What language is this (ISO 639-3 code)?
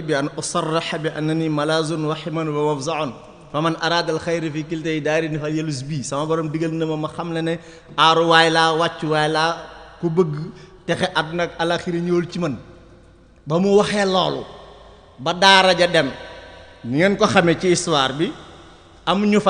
wol